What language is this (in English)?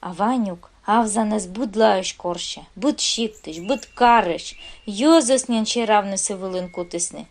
Komi